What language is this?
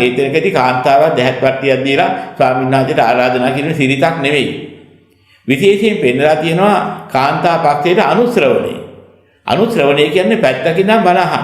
Sinhala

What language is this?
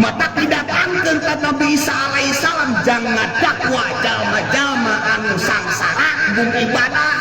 Sundanese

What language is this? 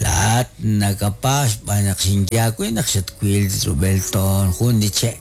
Kekchí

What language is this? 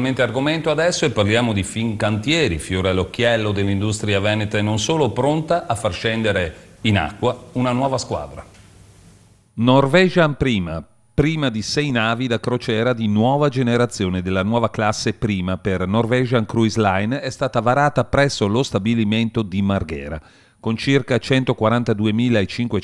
Italian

